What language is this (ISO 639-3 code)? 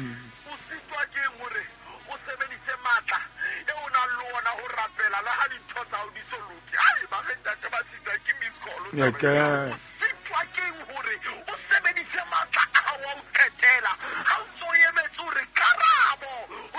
sot